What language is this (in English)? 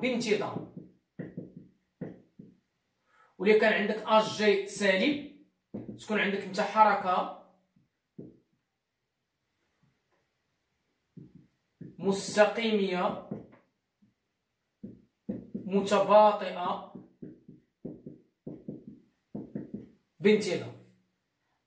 Moroccan Arabic